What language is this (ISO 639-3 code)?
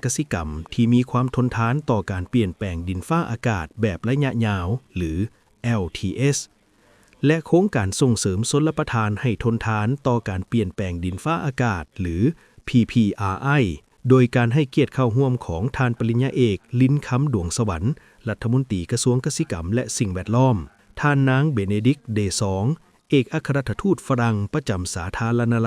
lao